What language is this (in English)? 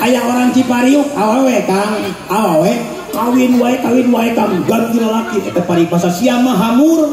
Sundanese